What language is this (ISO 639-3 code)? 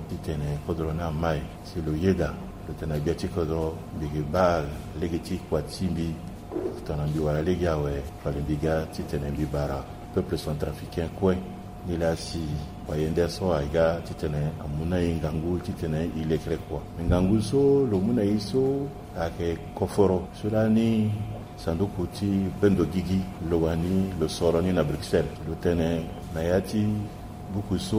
sag